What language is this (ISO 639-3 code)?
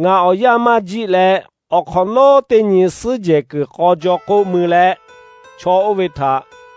lhu